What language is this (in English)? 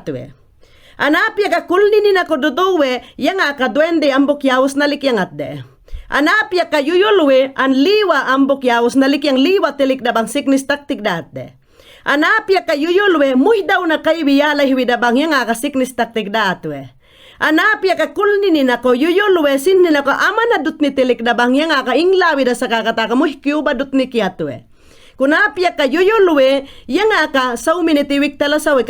Mayangna